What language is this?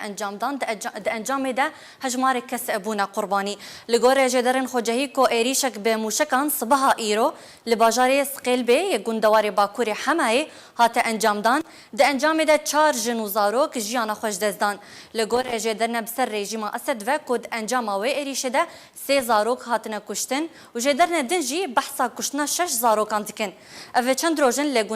Kurdish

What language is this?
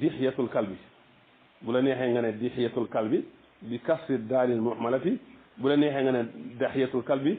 Wolof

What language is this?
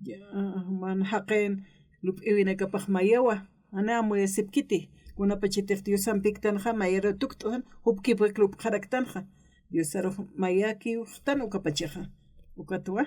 Aymara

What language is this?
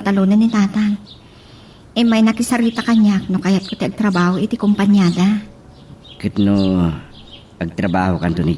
Iloko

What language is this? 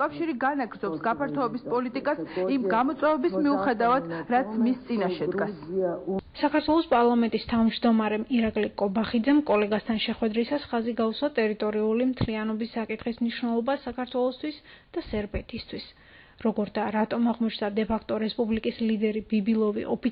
Georgian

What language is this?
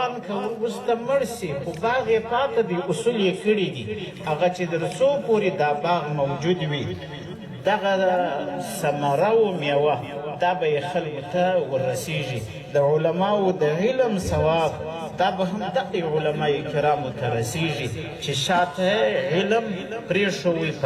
Pashto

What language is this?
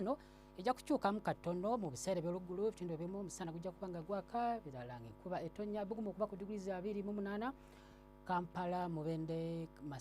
Ganda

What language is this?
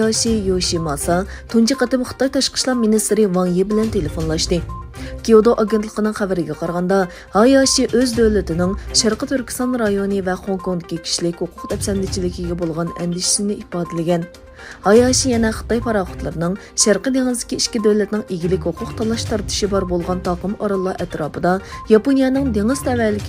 Uyghur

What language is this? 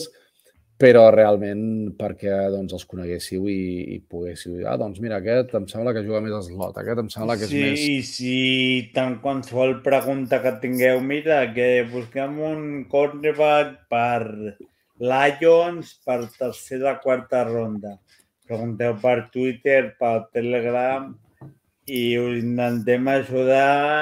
Catalan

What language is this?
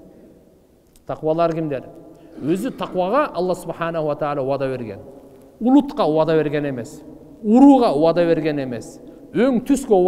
Kyrgyz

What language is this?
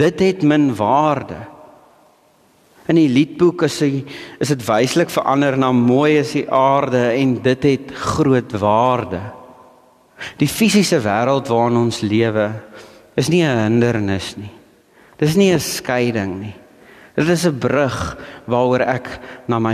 Afrikaans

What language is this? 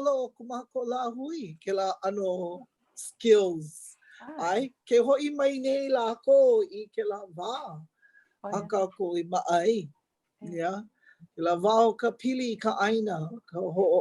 Hawaiian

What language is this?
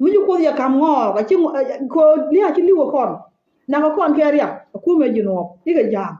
Nuer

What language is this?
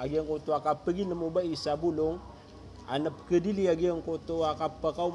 Maranao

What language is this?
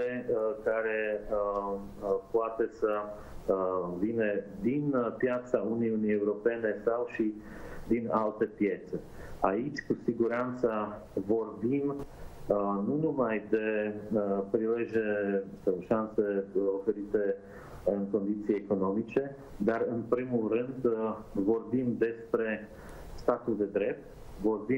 Romanian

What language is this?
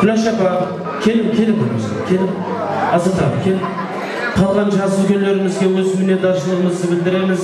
Kara-Kalpak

